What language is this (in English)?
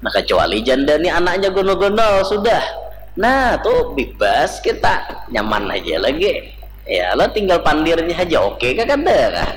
Banjar